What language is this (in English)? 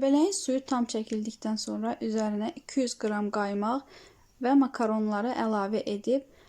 Azerbaijani